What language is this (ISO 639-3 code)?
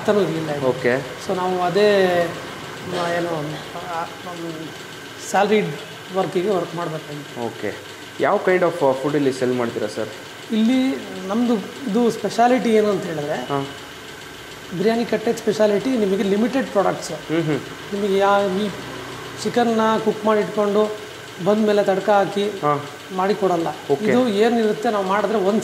kan